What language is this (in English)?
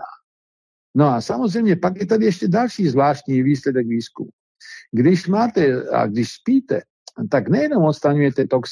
Czech